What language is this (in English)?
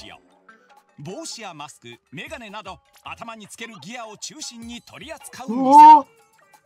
Japanese